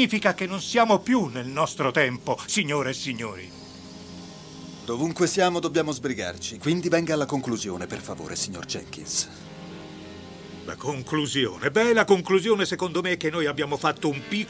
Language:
Italian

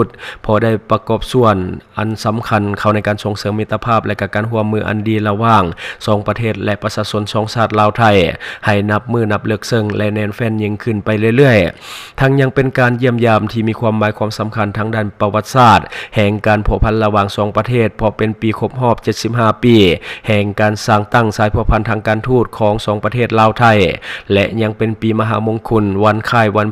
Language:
Lao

